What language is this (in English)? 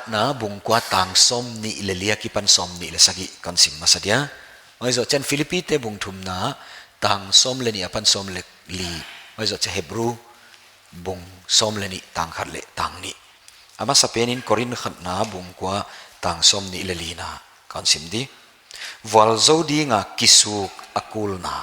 Paite Chin